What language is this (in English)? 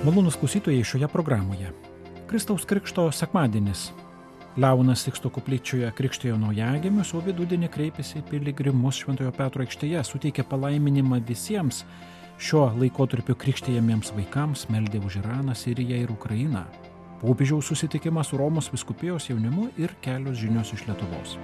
Lithuanian